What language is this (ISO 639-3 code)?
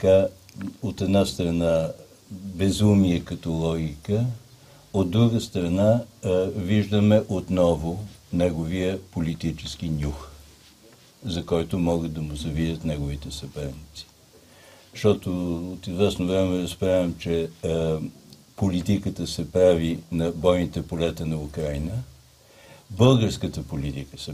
bul